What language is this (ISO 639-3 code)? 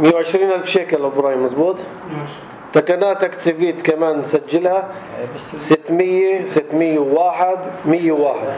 apc